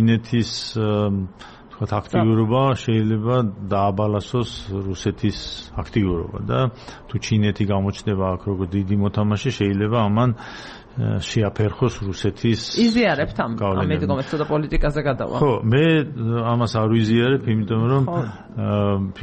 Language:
Georgian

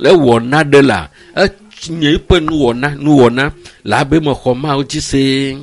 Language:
Ewe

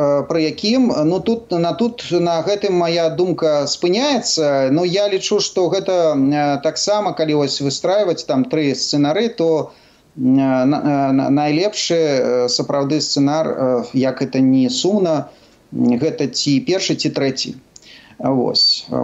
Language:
Belarusian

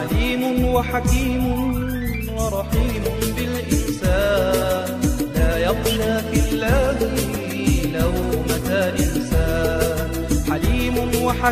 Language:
Arabic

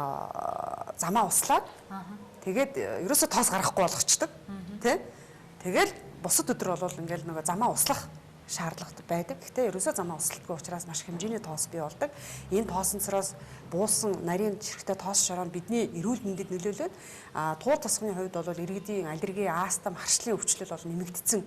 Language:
Mongolian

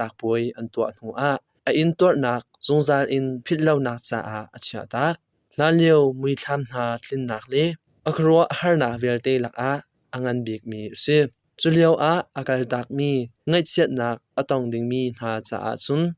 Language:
Hakha Chin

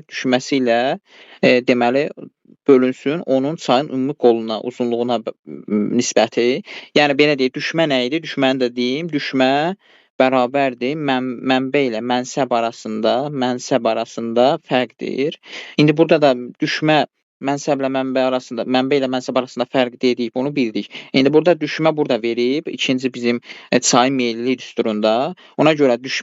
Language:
Azerbaijani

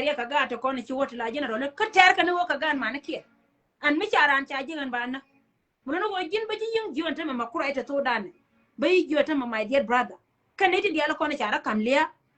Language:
Nuer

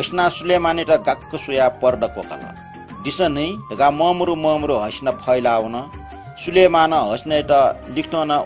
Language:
Newari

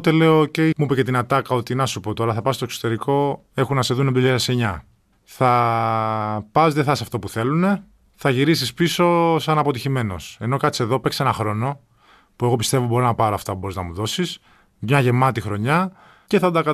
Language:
Greek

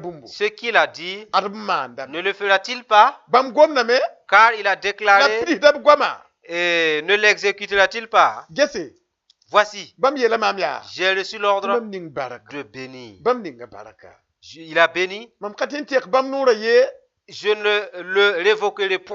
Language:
Mossi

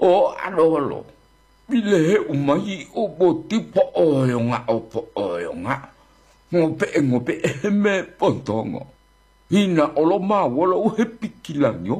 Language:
Gorontalo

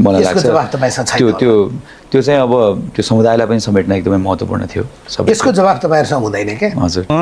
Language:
Nepali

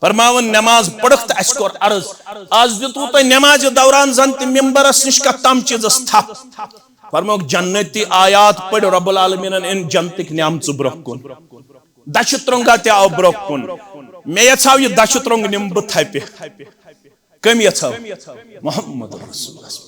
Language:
Kashmiri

